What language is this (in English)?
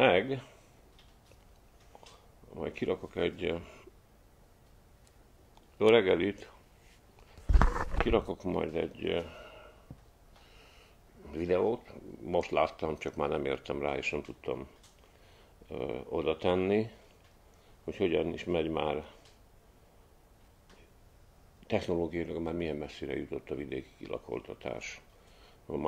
Hungarian